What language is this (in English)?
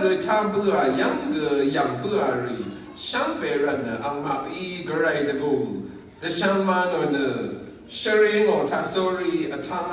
Rawang